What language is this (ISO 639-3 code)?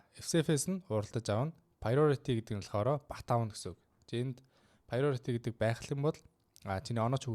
mon